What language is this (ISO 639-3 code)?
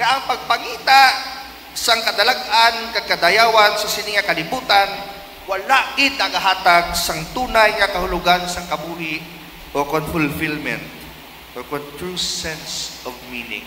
hil